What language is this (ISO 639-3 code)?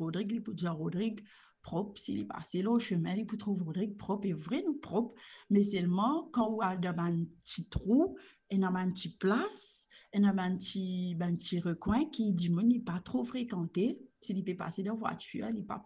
mfe